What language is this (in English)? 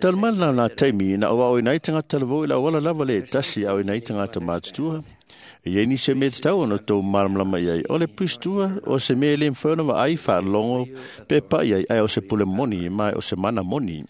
Samoan